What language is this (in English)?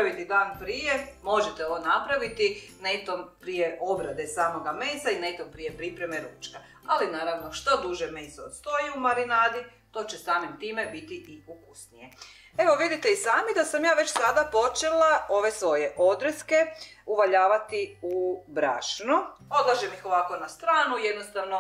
Croatian